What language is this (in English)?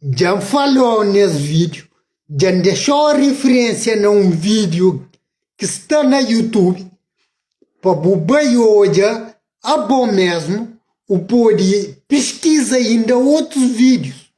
Kabuverdianu